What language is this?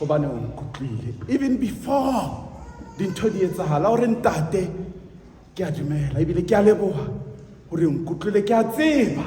Southern Sotho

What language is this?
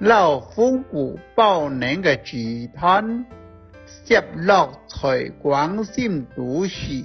Hakka Chinese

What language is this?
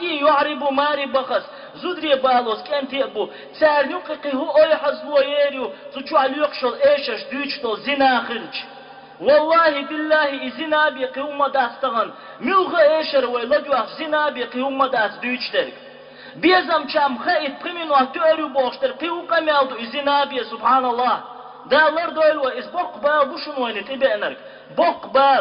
Chechen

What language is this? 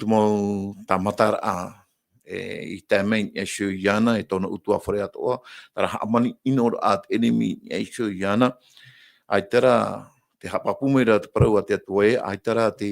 Tahitian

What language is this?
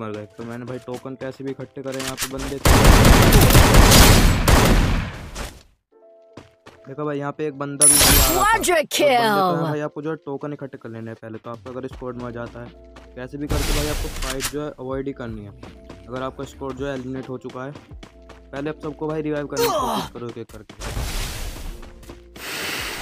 Hindi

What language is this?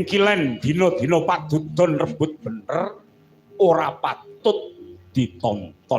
Javanese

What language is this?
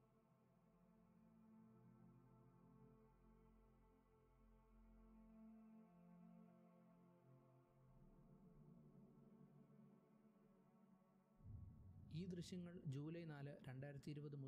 Malayalam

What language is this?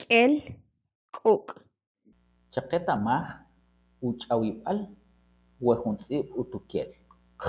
Kʼicheʼ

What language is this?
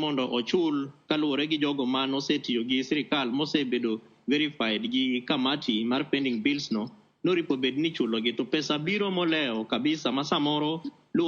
Luo (Kenya and Tanzania)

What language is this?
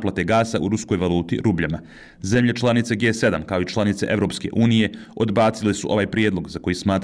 Bosnian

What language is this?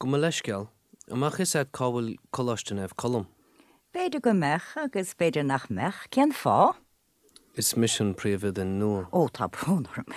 Irish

